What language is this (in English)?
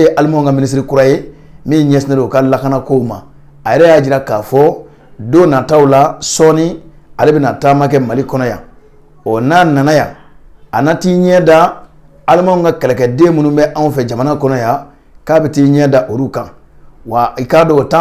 Bambara